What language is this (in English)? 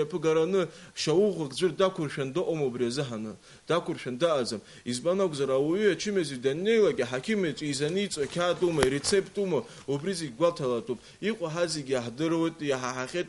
Abkhazian